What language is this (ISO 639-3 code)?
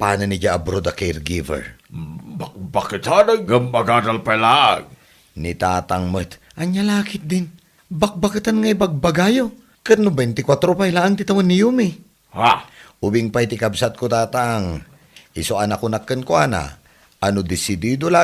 ilo